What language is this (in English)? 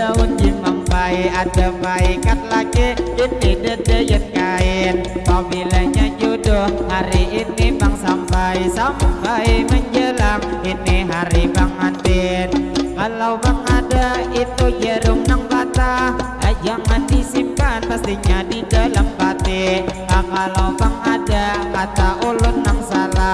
Banjar